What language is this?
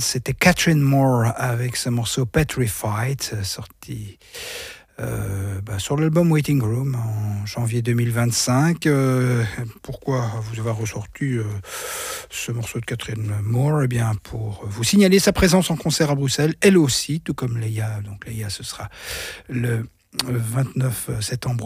French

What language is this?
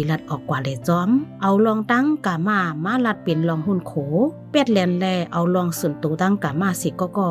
Shan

